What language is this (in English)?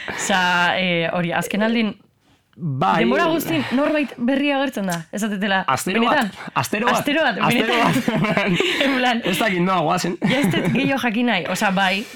Basque